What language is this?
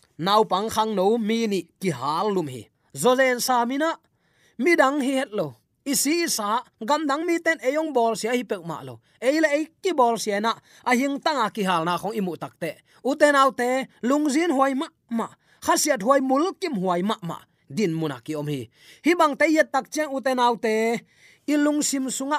Tedim Chin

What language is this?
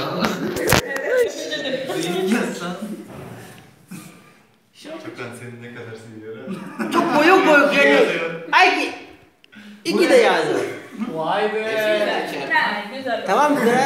Turkish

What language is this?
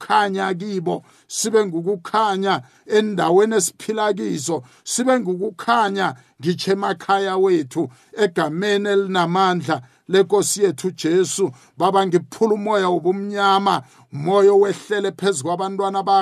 South Ndebele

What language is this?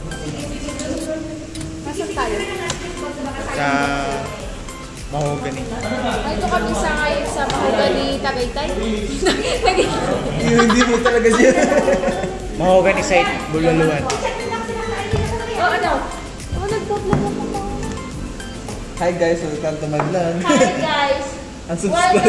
Filipino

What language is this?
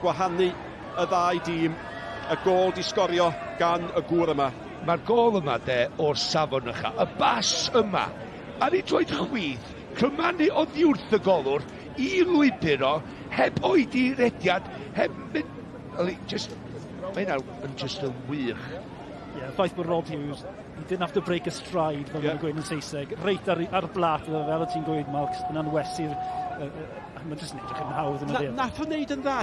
Welsh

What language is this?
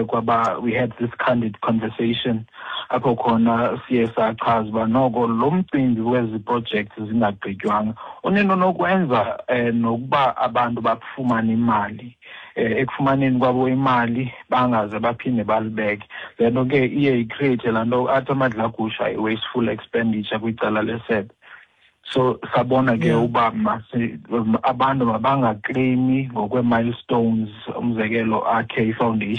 Xhosa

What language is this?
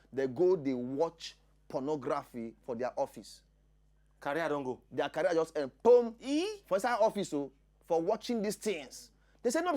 Nigerian Pidgin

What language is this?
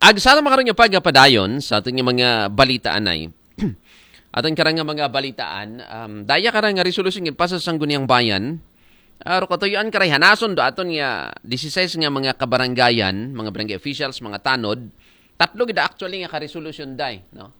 Aklanon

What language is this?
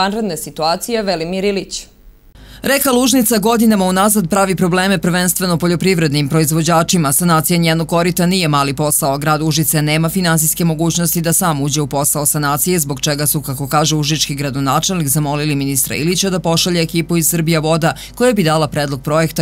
Serbian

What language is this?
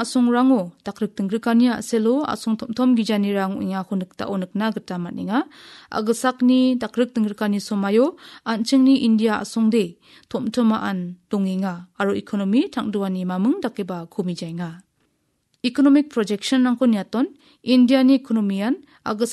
Garo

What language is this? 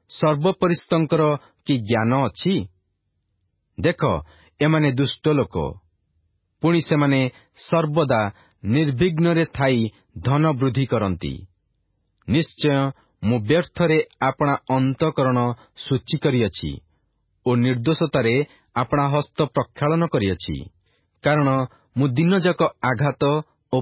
Odia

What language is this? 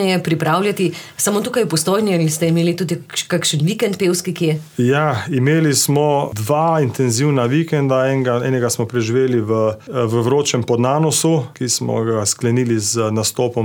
Slovenian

